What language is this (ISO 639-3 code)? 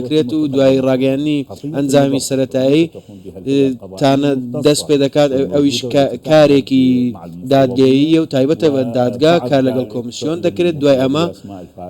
ckb